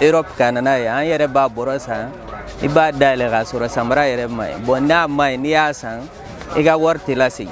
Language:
Bambara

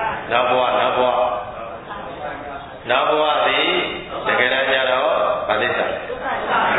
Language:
Burmese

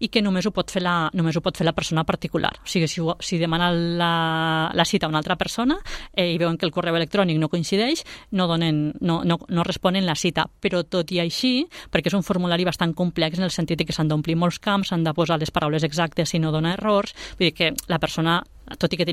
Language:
Catalan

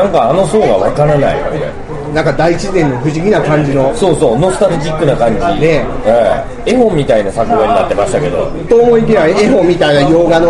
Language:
Japanese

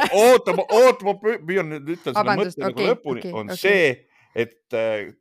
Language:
Estonian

